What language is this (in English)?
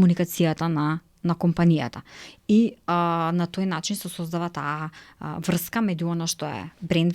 Macedonian